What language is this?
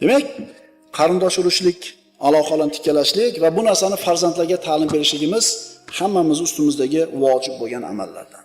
Uzbek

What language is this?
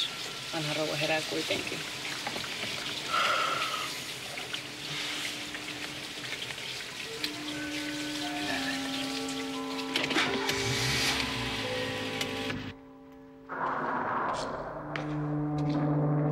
Finnish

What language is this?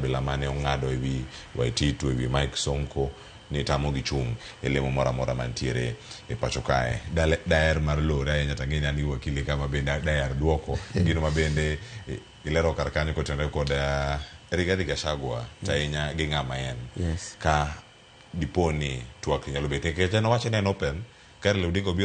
Luo (Kenya and Tanzania)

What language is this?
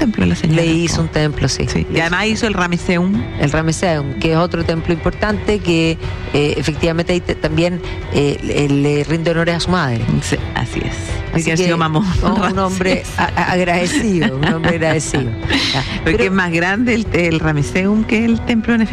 Spanish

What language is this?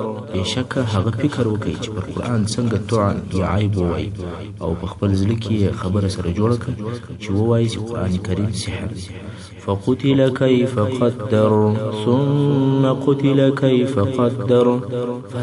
Pashto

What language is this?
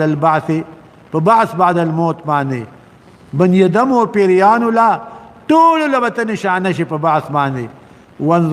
Pashto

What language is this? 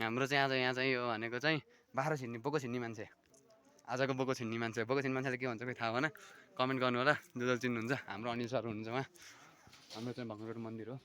Nepali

